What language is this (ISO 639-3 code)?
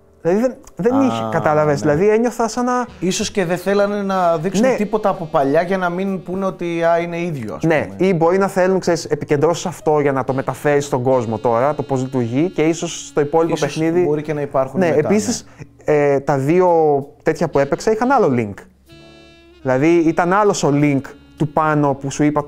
ell